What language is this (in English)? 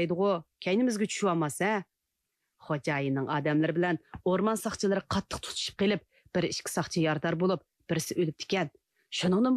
Uyghur